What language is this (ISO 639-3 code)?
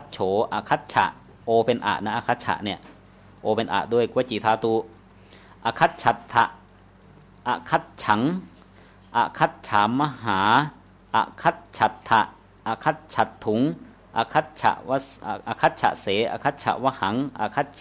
tha